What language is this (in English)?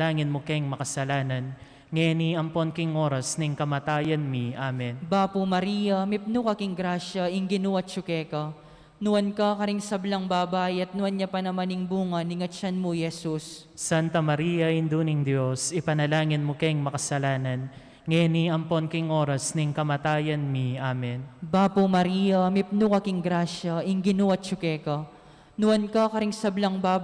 Pampanga